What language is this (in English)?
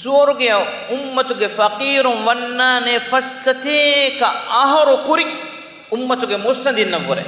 Divehi